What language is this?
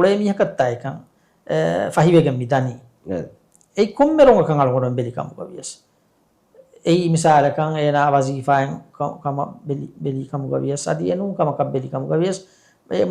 Divehi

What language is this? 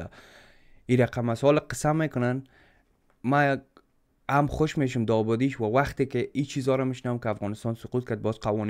Persian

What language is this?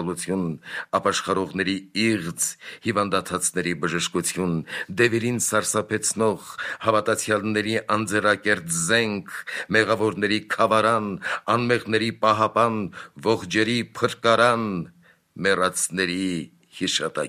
Armenian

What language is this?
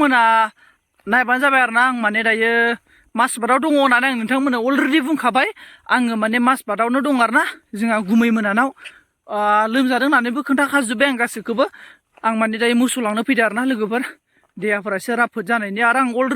Bodo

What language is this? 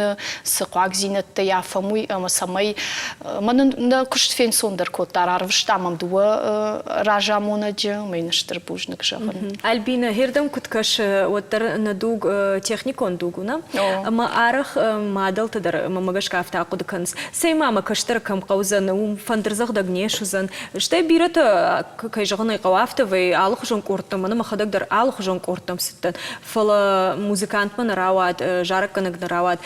Ossetic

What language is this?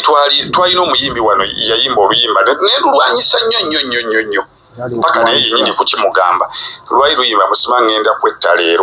Ganda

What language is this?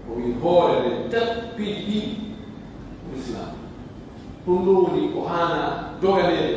Pular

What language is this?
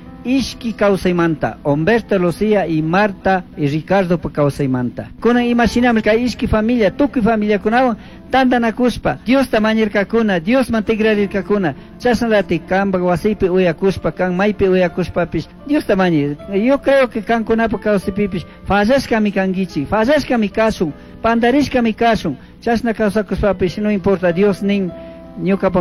Chimborazo Highland Quichua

